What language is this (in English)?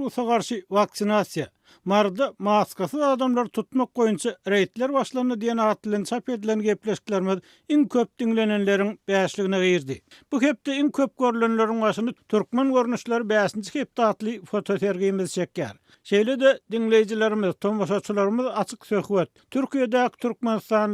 Turkmen